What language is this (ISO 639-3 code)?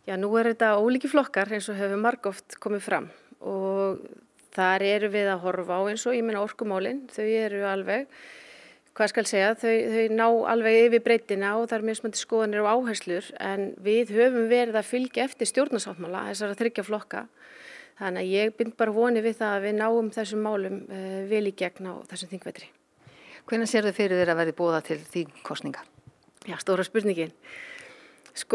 isl